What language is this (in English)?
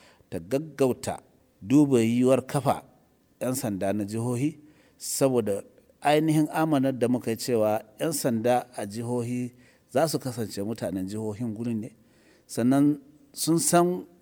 Hausa